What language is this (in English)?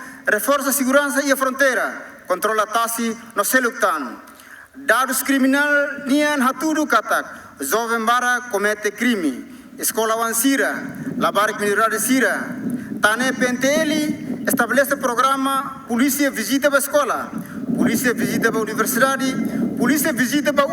Tetum